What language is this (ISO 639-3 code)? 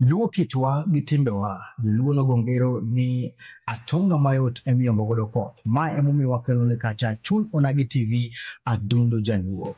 luo